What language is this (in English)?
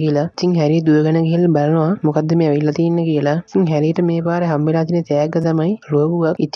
Sinhala